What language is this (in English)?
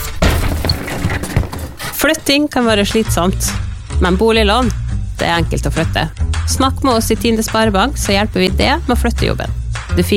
Norwegian